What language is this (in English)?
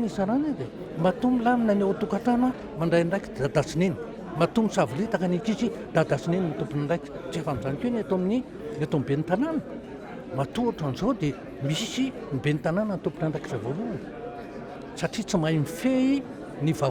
Malagasy